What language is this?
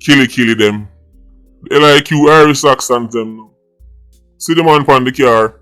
Jamaican Creole English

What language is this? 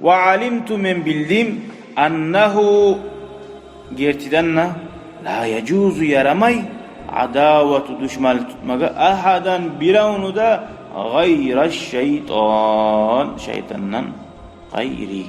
Kumyk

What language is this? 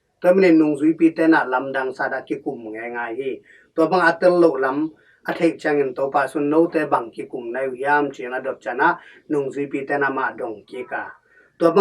Tedim Chin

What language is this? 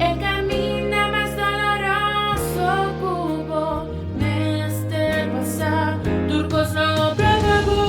Papiamento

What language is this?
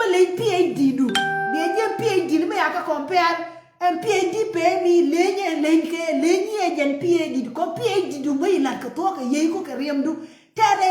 Nuer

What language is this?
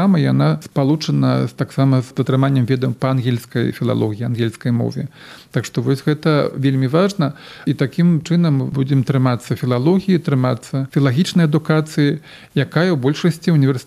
Belarusian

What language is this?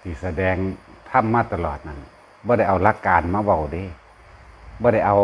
Northeastern Thai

